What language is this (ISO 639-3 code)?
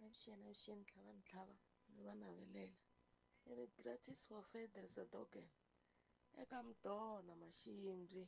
tso